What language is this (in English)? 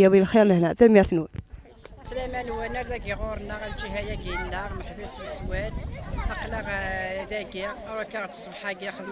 Kabyle